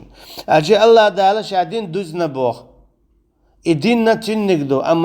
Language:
Chechen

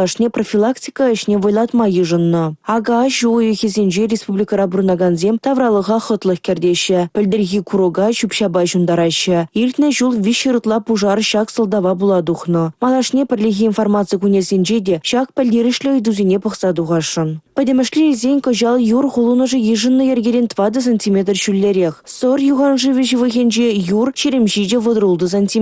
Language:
Chuvash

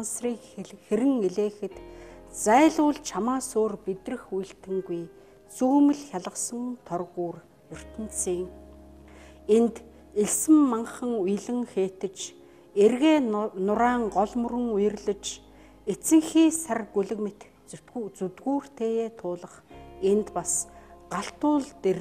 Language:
Mongolian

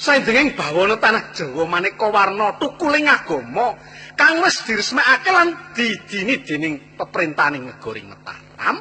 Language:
Javanese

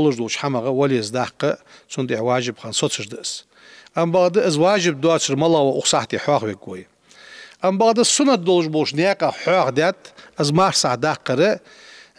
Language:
Ingush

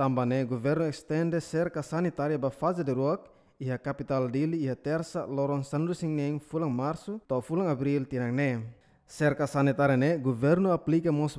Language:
Tetum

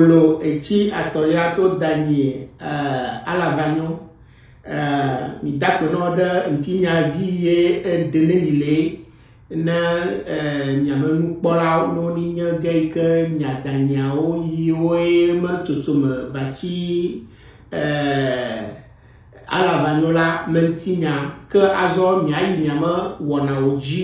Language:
Ewe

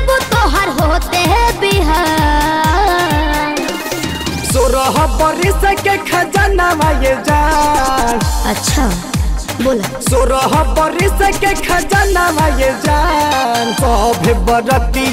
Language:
Bhojpuri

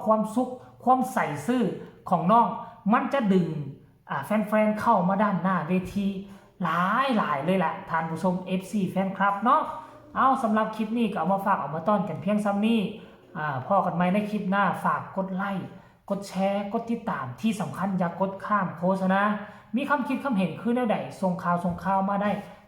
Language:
Northeastern Thai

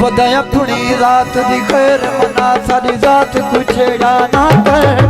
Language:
Saraiki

